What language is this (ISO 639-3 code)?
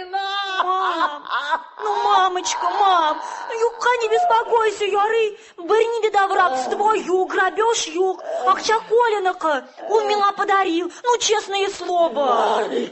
tat